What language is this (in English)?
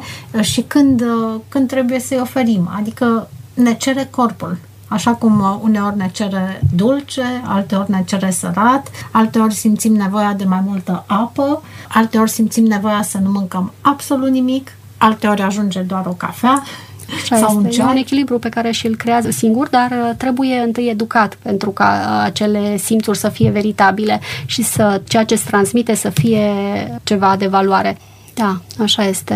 Romanian